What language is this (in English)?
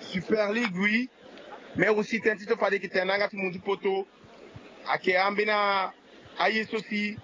Sango